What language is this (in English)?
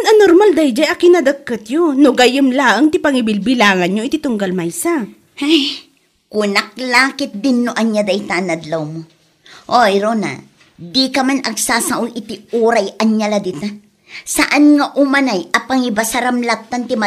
Iloko